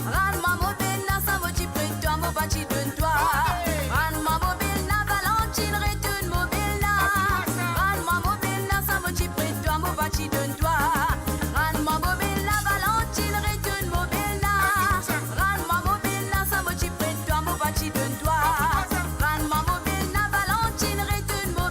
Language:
Morisyen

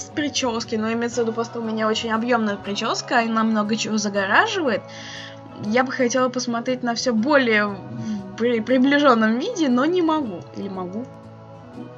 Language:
Russian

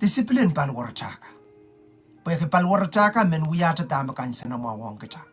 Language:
Pohnpeian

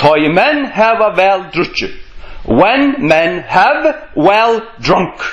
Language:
Faroese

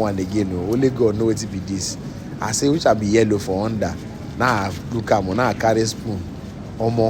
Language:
Nigerian Pidgin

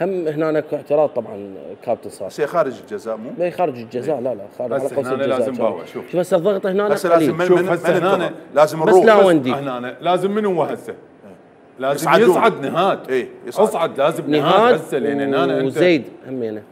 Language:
Mesopotamian Arabic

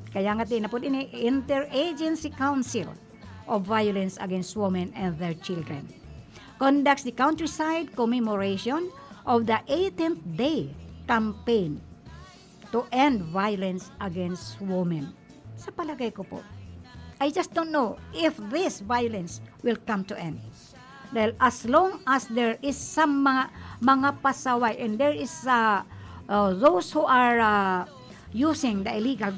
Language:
Bikol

